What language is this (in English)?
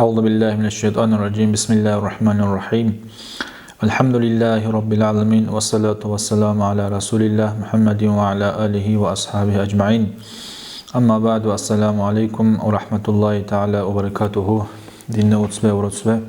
Dargwa